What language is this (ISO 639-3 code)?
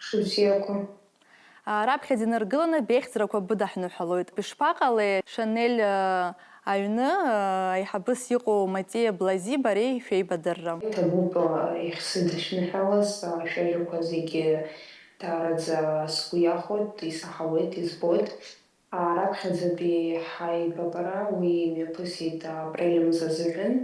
abk